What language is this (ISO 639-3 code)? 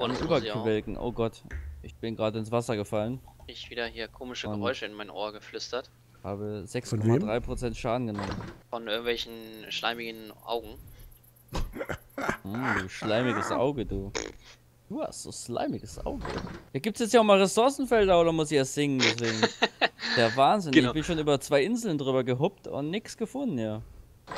deu